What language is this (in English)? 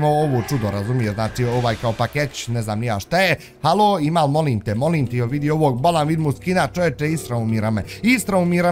Bosnian